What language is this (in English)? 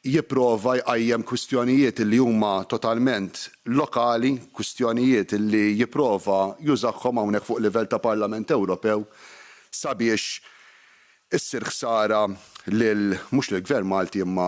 Maltese